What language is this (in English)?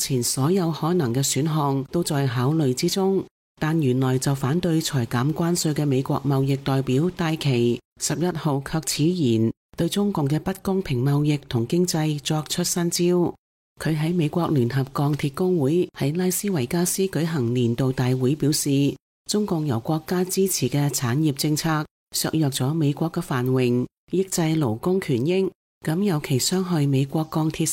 Cantonese